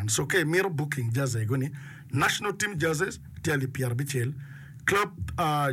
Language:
Acoli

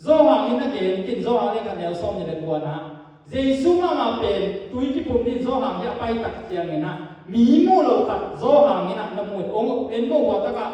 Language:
Tedim Chin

